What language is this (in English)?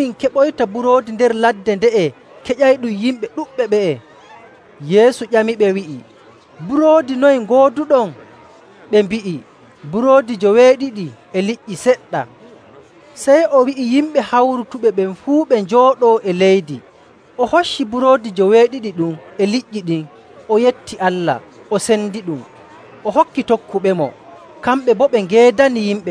Nigerian Fulfulde